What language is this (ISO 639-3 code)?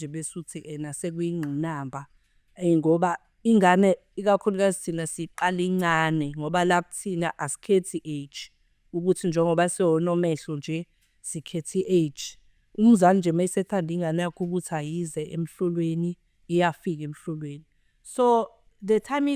zul